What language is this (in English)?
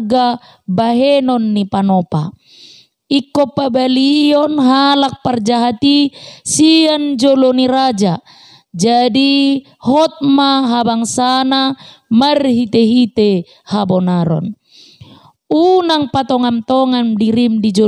Batak Toba